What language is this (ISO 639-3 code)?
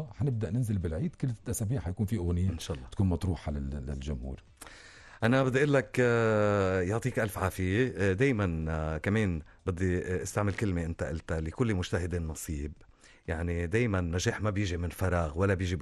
apc